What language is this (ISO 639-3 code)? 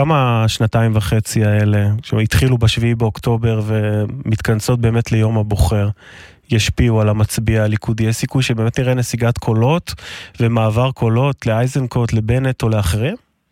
heb